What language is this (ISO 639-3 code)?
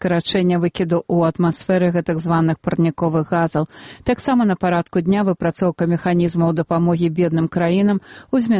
bel